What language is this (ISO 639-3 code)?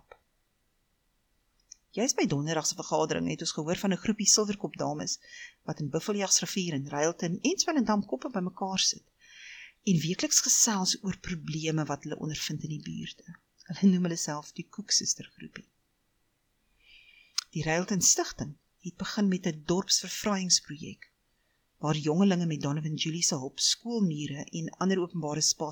afr